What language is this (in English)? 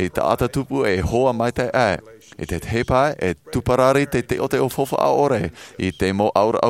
Tahitian